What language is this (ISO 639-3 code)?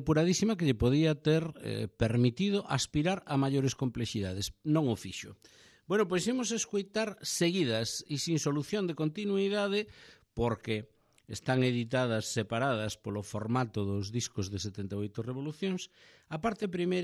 glg